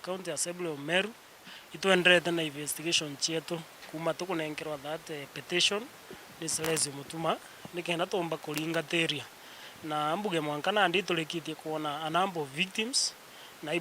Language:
Meru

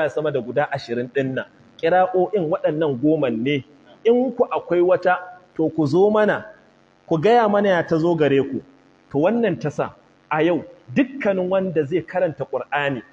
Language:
Hausa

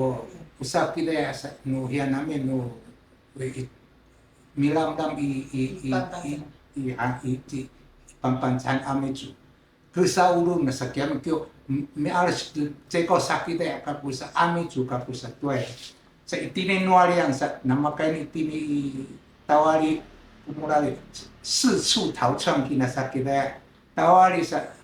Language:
Sakizaya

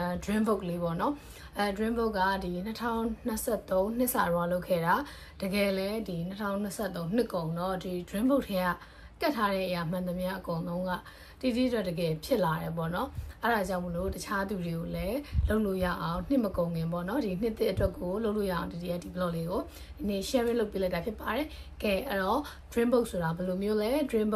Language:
Burmese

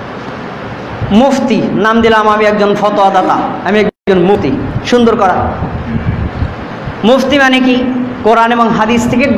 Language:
Bangla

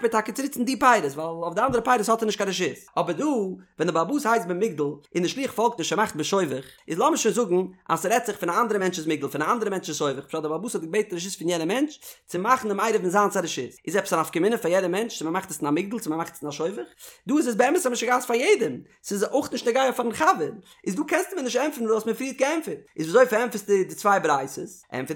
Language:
Yiddish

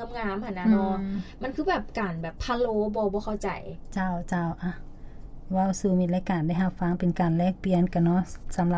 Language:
Lao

